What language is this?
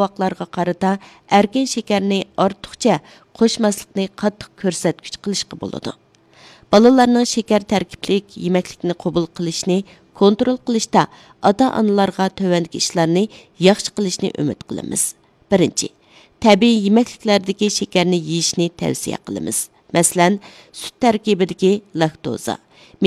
Uyghur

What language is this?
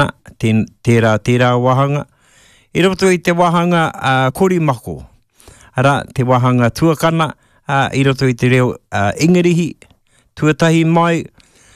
Māori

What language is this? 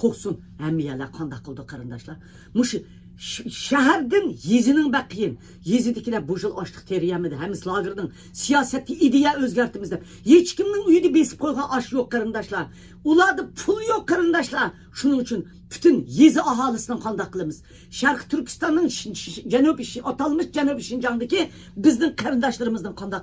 Uyghur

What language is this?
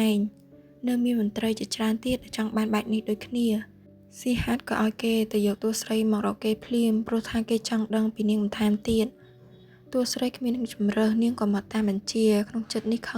Khmer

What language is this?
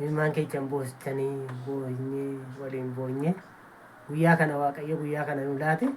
Oromo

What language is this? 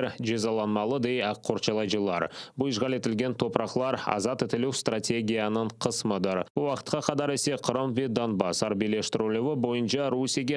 Crimean Tatar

